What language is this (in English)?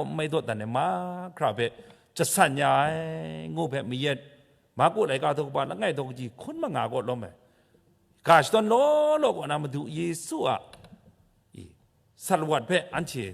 Kachin